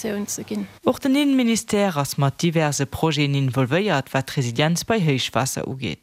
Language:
Luxembourgish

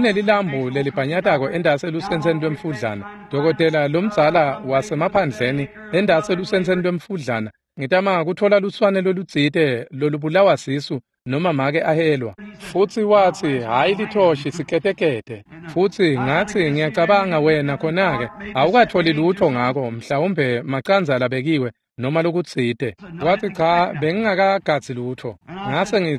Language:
Swati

